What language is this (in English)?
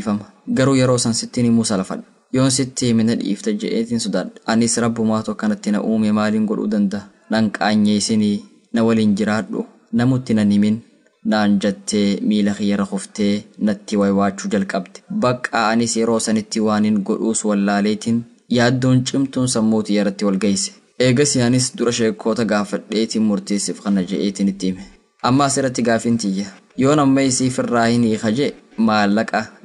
Oromo